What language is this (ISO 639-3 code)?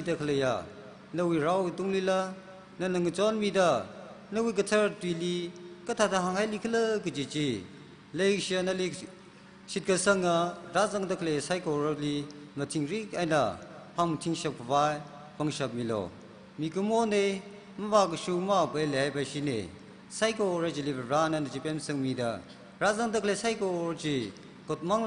nmf